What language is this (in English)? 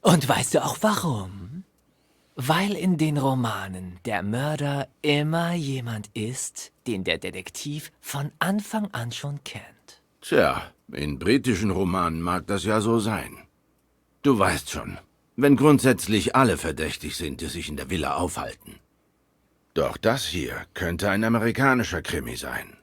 Swiss German